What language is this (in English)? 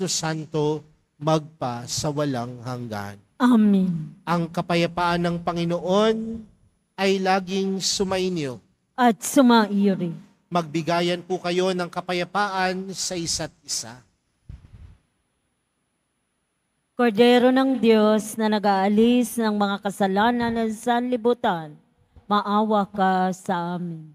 Filipino